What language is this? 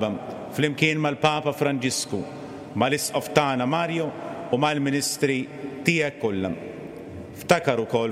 Maltese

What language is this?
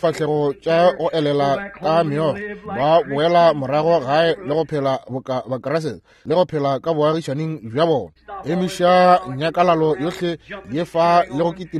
Northern Sotho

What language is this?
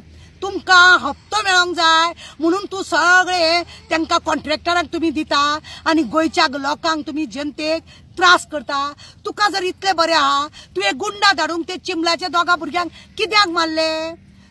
Konkani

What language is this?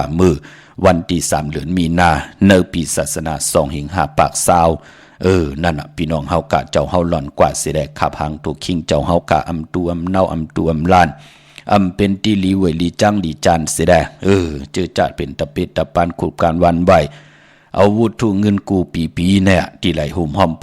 Shan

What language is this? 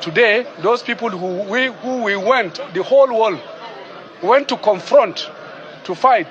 Nigerian Pidgin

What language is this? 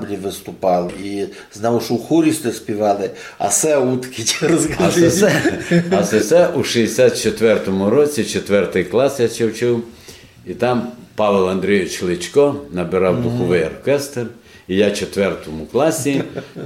Rusyn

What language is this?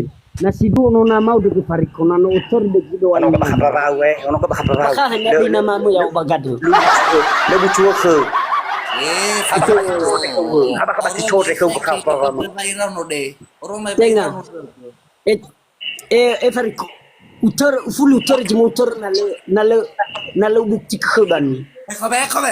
Nias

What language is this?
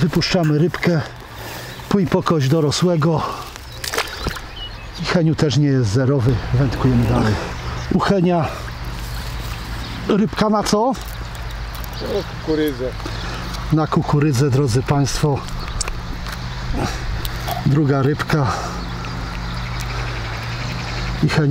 Polish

